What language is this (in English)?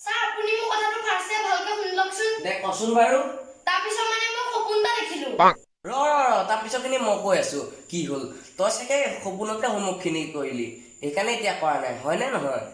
Assamese